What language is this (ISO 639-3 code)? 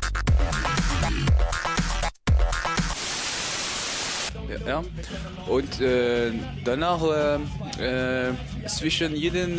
fra